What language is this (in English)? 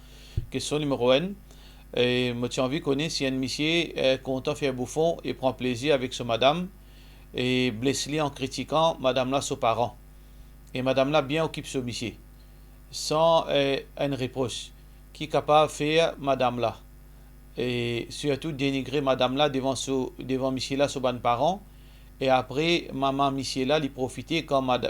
Morisyen